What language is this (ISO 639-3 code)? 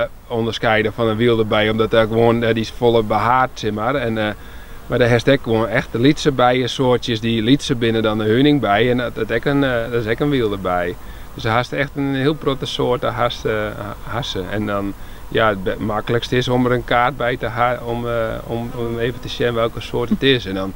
fry